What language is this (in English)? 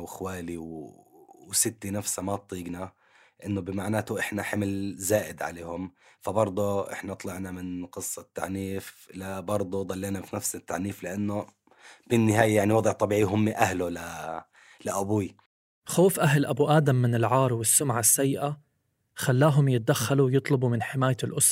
North Levantine Arabic